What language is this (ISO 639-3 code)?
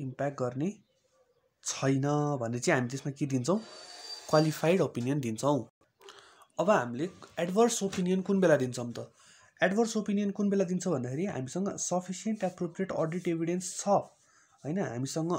nep